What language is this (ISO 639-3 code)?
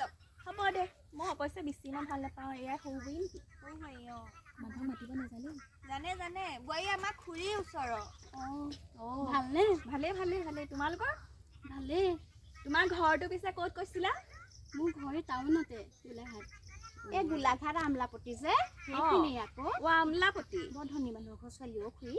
asm